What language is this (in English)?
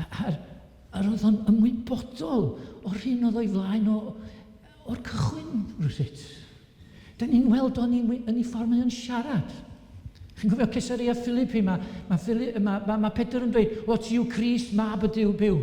Welsh